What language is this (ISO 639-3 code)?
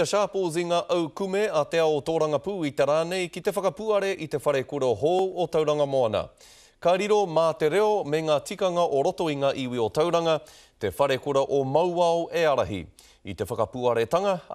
mri